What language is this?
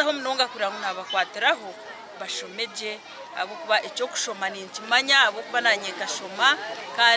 Nyankole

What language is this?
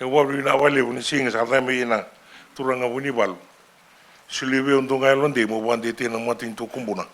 Fijian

